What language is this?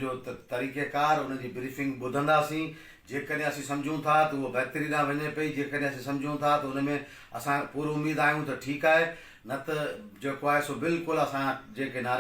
Sindhi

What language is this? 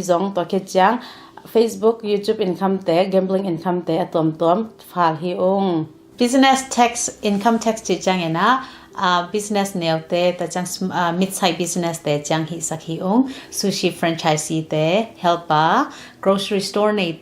Tedim Chin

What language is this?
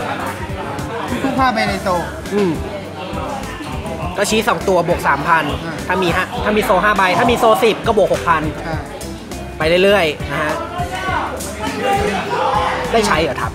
Thai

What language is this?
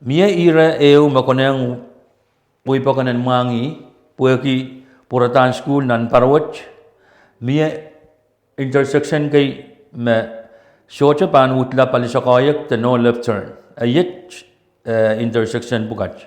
Pohnpeian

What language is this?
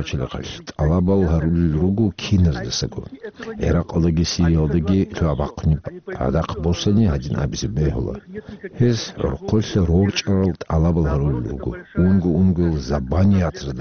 Avaric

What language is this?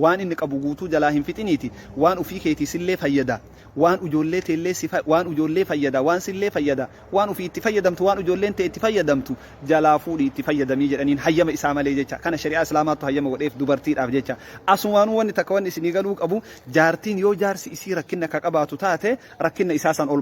Oromo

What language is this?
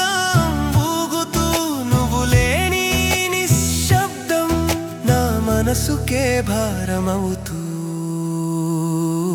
Telugu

